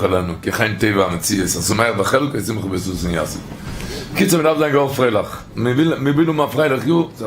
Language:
Yiddish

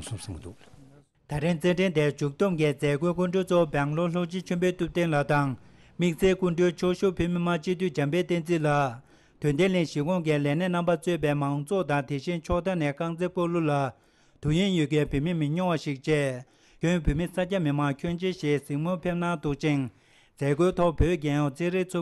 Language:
Tibetan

